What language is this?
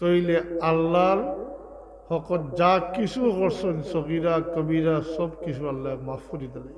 Sylheti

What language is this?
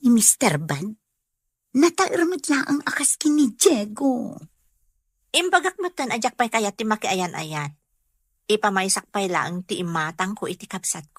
Iloko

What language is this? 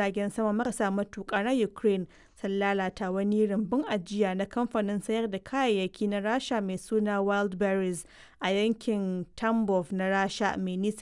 Hausa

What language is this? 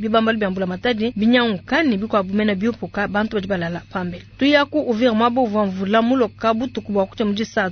Luba-Lulua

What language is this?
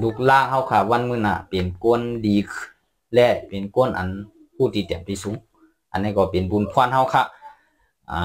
Shan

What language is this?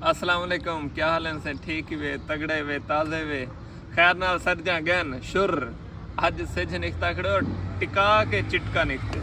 Saraiki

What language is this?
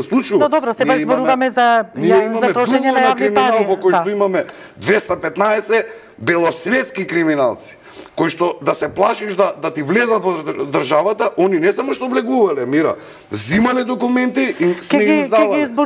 Macedonian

